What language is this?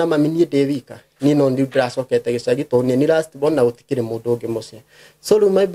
Kikuyu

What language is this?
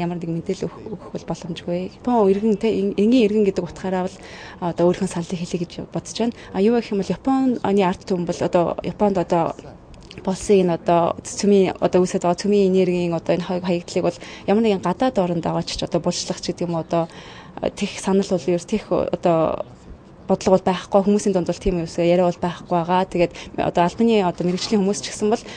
Mongolian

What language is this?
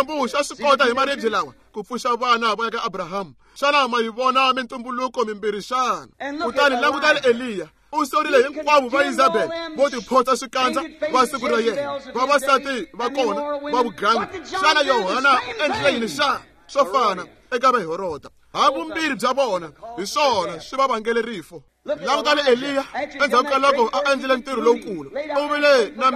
Tsonga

